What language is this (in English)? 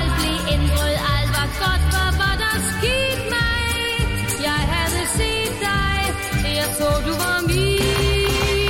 Danish